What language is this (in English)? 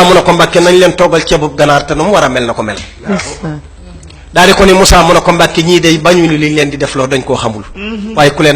Wolof